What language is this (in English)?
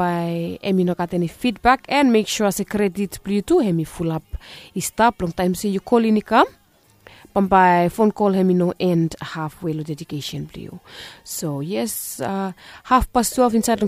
Bislama